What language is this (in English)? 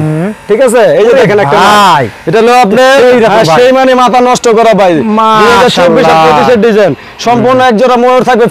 Bangla